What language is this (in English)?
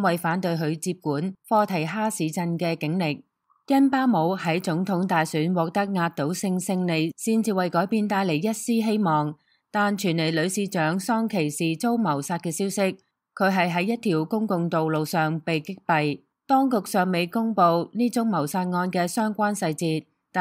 Cantonese